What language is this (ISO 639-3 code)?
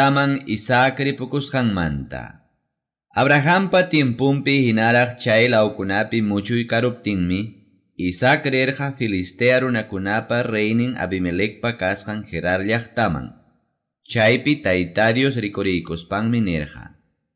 quy